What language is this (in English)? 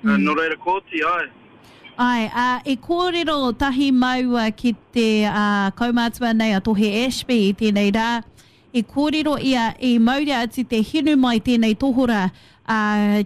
Māori